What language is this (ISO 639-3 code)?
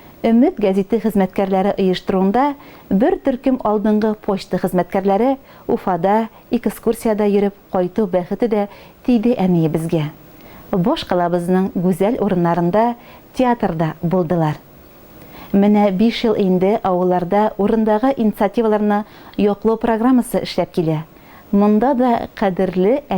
tat